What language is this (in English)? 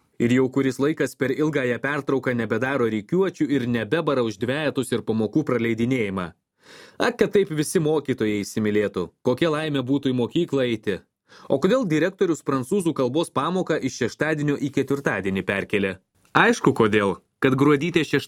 Lithuanian